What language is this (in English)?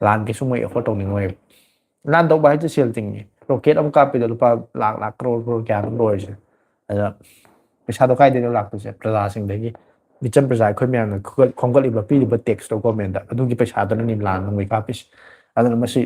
Manipuri